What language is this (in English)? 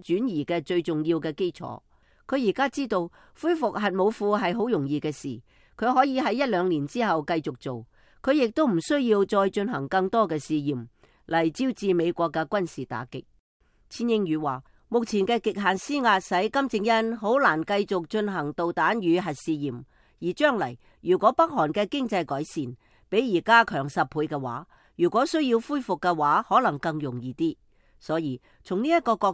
Cantonese